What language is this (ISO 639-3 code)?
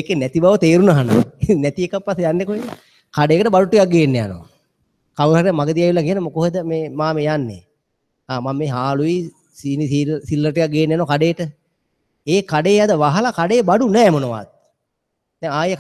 sin